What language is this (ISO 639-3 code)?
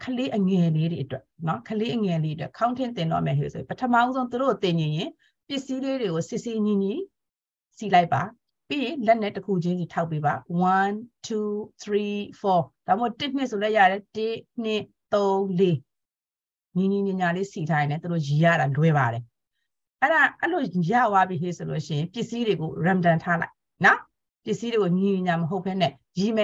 mya